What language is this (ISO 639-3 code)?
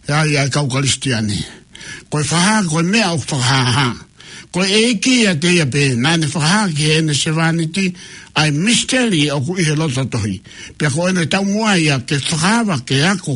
ton